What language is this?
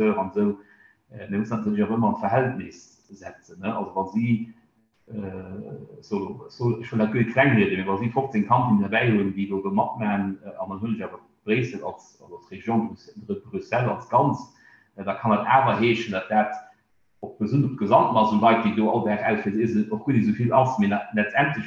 Luxembourgish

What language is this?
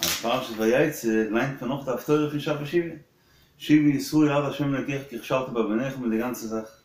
Yiddish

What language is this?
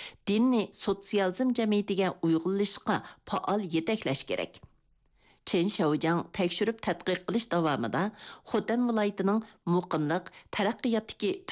Uyghur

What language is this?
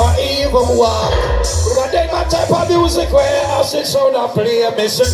Jamaican Creole English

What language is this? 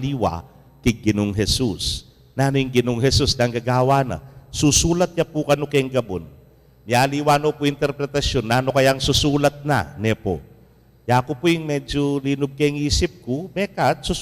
Pampanga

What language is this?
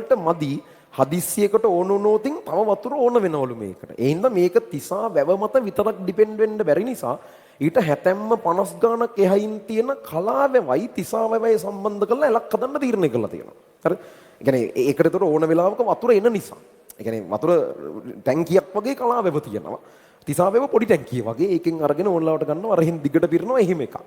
Sinhala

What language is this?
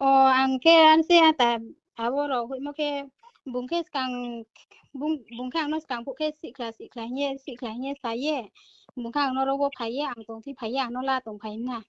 Riang (India)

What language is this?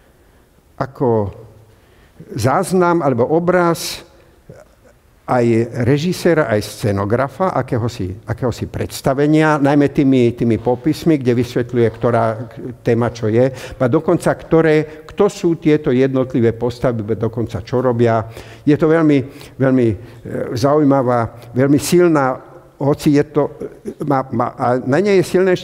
Slovak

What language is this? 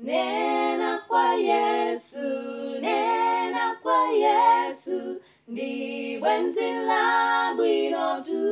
Nyanja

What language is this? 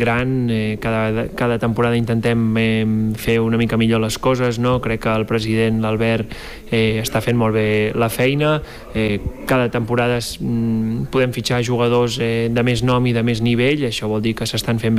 Catalan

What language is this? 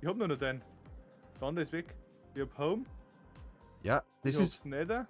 Bavarian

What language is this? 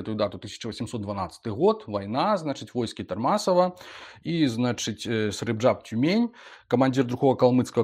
Belarusian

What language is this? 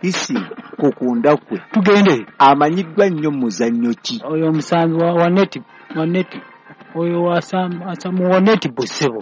Ganda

